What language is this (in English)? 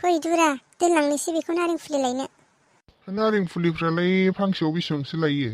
Bodo